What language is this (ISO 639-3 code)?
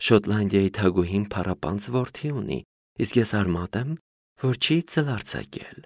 hye